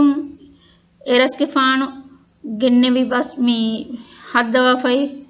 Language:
Divehi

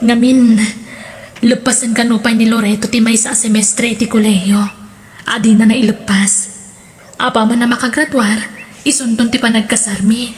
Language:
Iloko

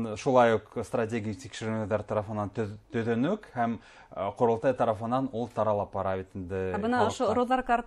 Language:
Bashkir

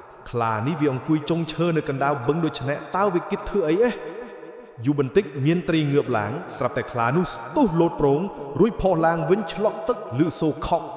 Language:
Khmer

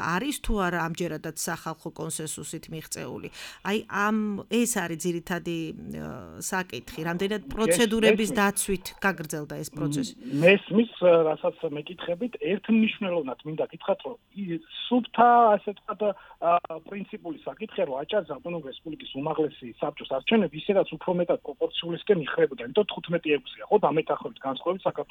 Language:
Georgian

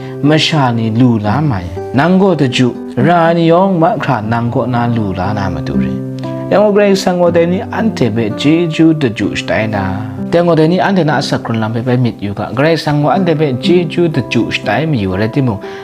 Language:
Kachin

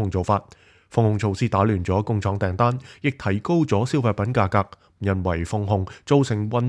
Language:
Cantonese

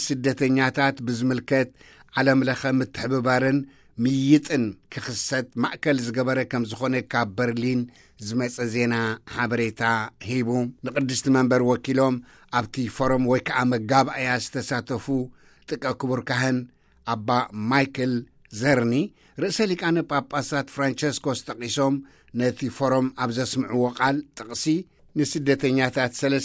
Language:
Tigrinya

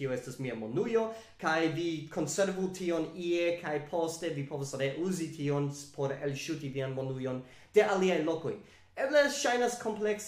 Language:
Esperanto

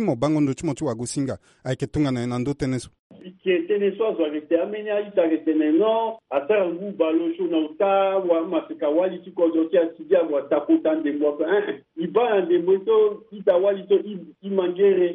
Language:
Sango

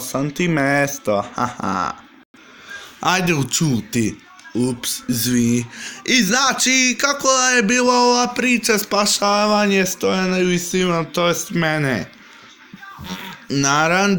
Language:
Serbian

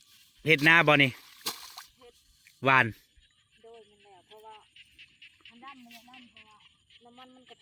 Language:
Northeastern Thai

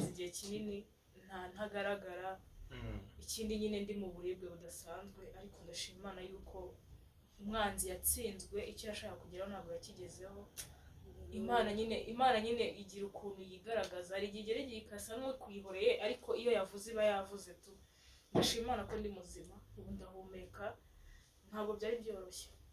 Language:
Kinyarwanda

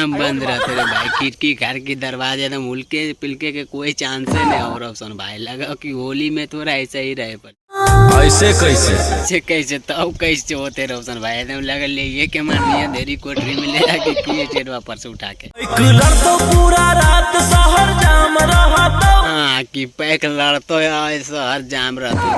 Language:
Magahi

